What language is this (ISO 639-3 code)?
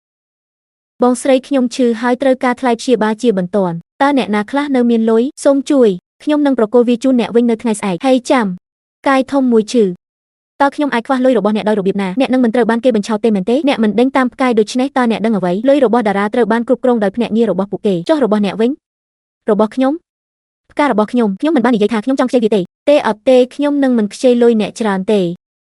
khm